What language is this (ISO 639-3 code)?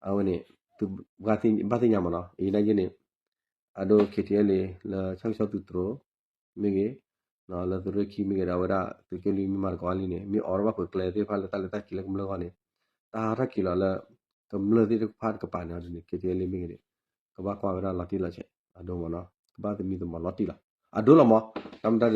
ksw